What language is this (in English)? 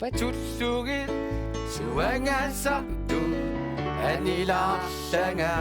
Kalaallisut